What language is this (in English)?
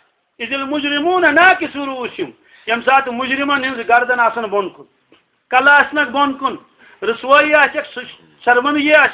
Kashmiri